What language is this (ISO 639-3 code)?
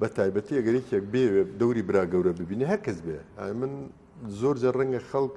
ckb